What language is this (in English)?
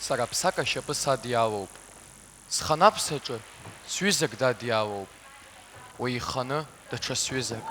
Abkhazian